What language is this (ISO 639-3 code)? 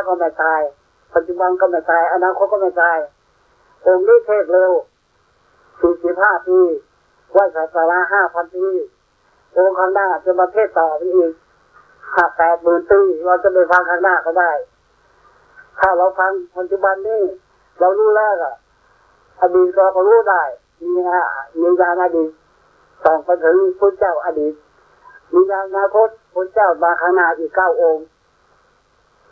tha